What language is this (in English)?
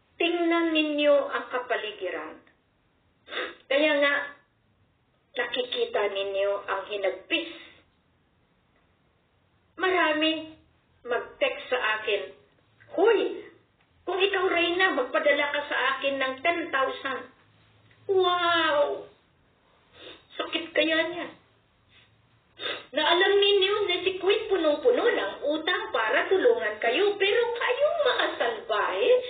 Filipino